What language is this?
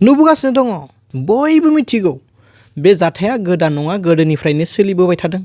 Bodo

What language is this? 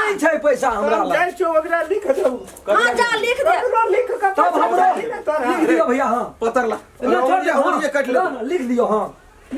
Maithili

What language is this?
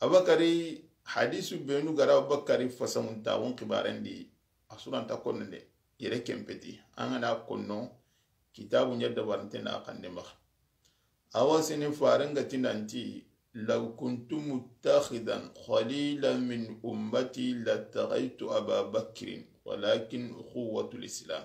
Soninke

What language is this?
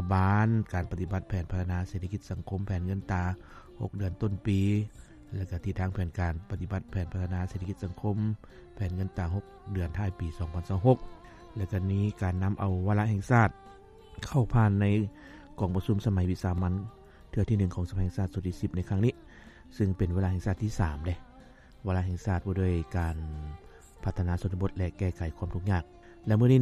Lao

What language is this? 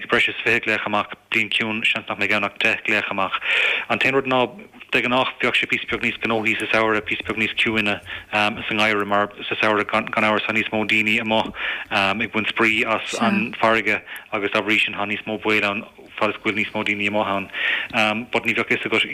Irish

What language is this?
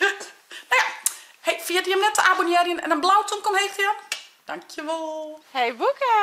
Western Frisian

